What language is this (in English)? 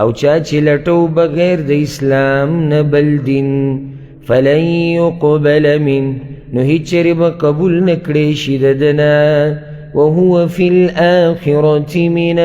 Pashto